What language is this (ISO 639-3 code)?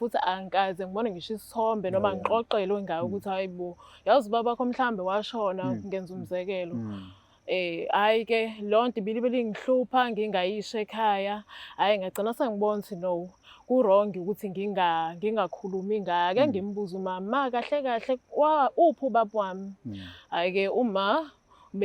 zul